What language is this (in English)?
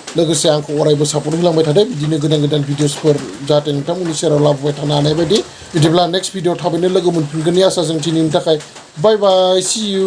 Bodo